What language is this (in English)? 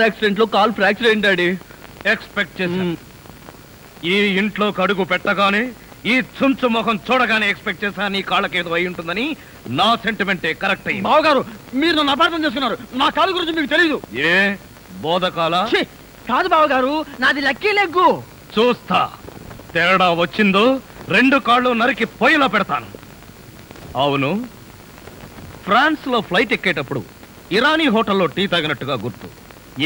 Telugu